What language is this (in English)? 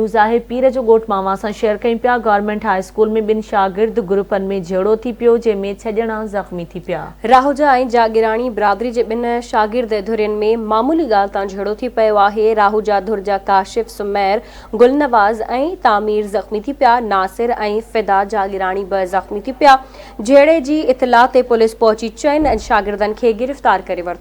Sindhi